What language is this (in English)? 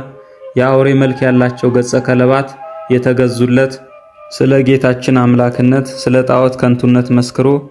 Amharic